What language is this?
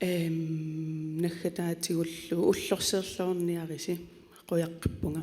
Kalaallisut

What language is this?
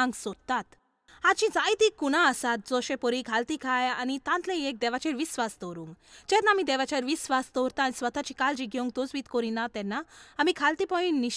Konkani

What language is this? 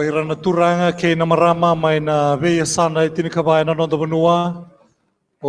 Fijian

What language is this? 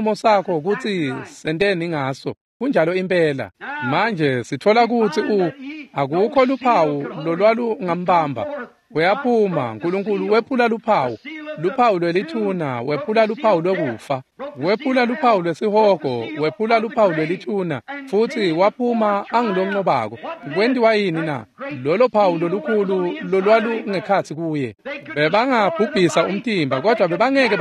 Swati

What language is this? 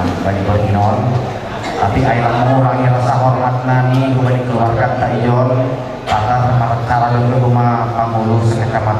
Batak Simalungun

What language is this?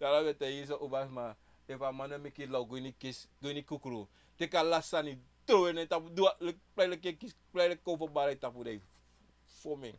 Sranan Tongo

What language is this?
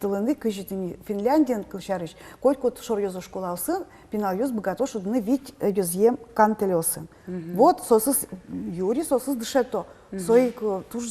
Udmurt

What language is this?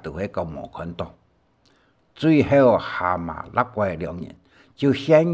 Hakka Chinese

